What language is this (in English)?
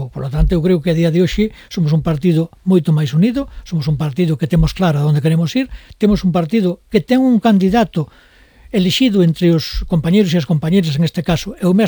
Galician